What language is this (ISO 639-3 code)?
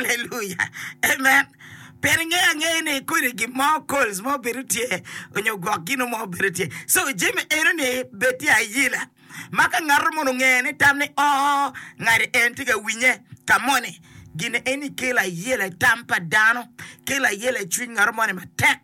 ach